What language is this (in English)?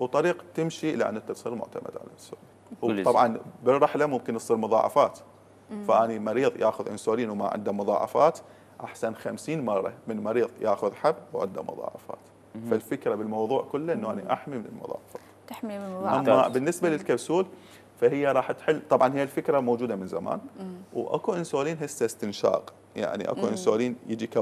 Mesopotamian Arabic